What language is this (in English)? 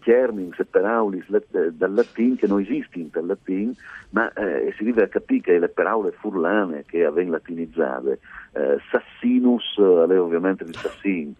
Friulian